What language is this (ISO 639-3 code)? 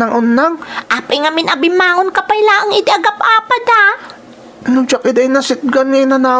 ilo